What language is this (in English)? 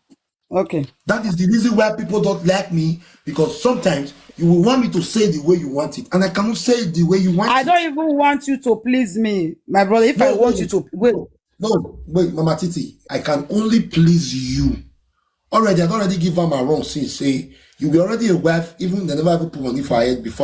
Nigerian Pidgin